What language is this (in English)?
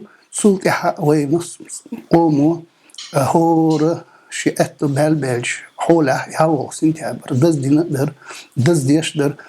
Chechen